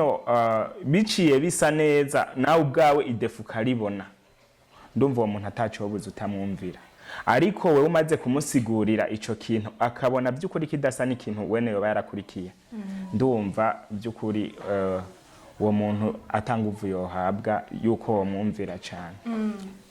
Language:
Rundi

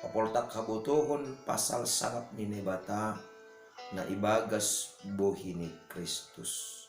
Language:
Batak Simalungun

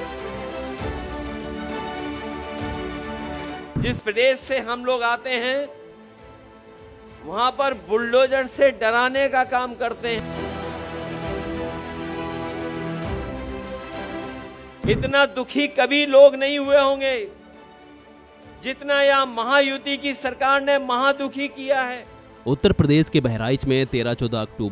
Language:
Hindi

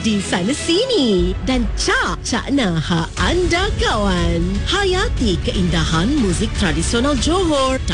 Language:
Malay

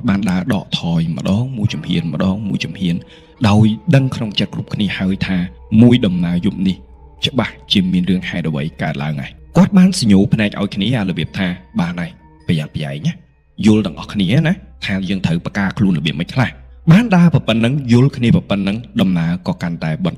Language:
Khmer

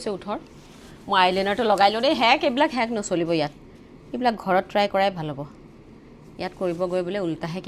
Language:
Assamese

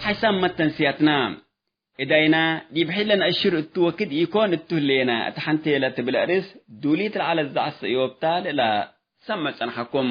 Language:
Tigre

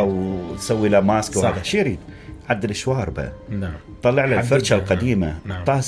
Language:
Mesopotamian Arabic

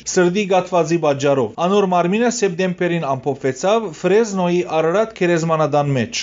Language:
Western Armenian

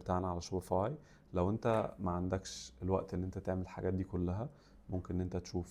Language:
Egyptian Arabic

